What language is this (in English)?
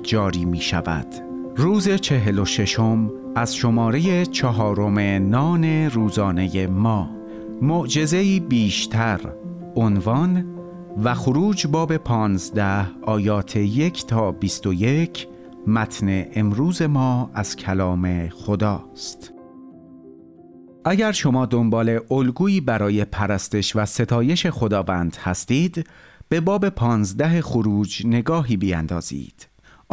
Persian